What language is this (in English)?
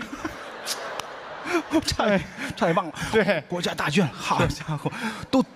Chinese